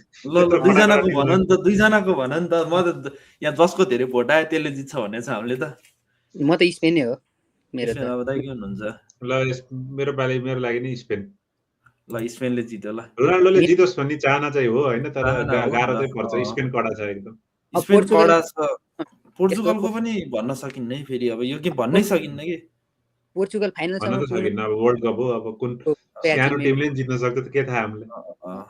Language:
Nepali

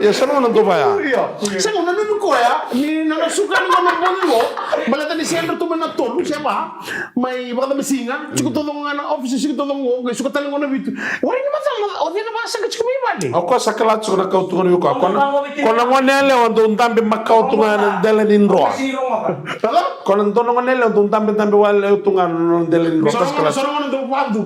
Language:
Fijian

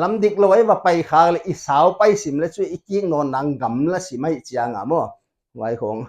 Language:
Paite Chin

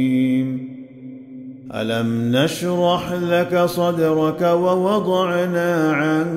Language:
Arabic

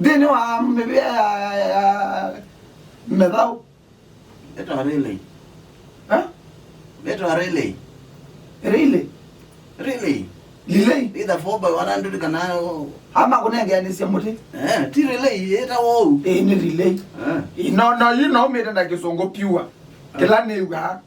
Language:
Kamba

